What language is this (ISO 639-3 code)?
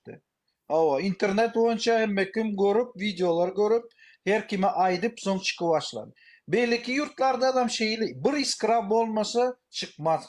tuk